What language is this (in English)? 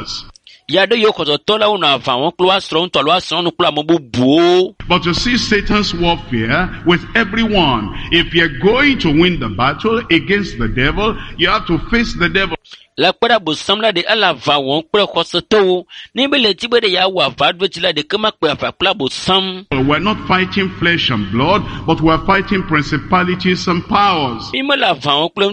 Ewe